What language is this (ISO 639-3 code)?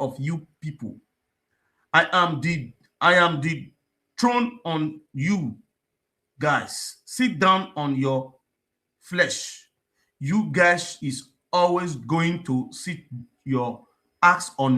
pcm